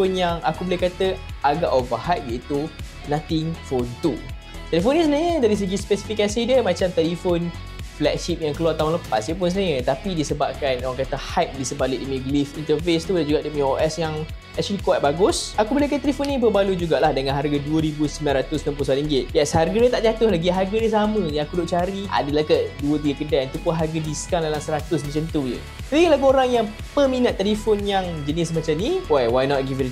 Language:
Malay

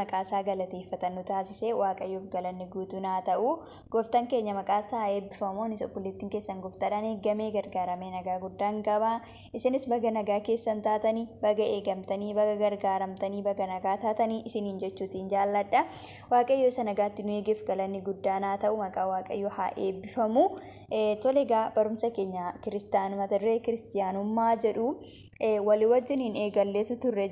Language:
Oromo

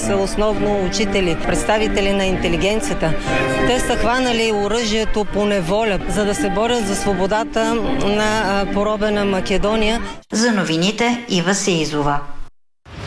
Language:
Bulgarian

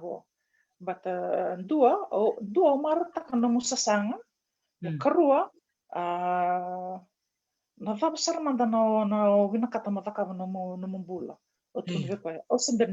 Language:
Fijian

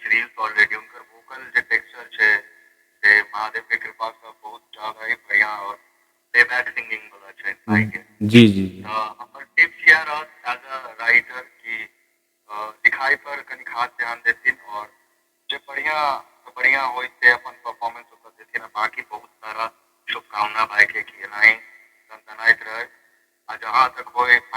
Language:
Maithili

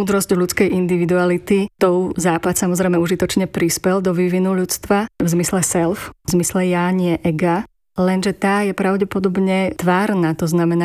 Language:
Slovak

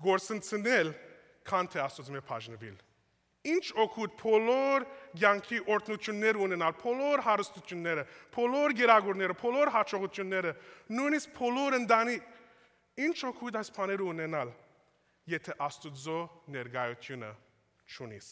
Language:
Armenian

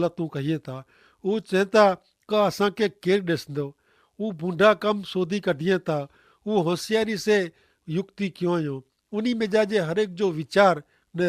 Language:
Kachhi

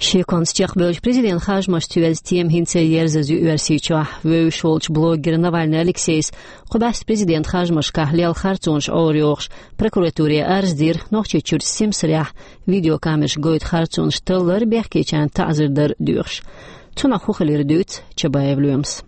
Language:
Chechen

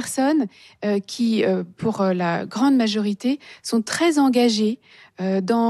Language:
French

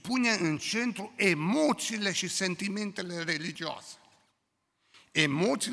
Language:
Romanian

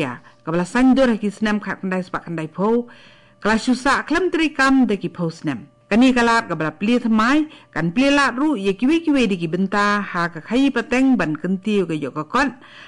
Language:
Khasi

